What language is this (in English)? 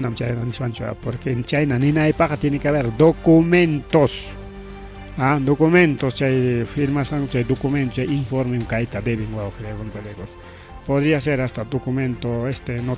Ayacucho Quechua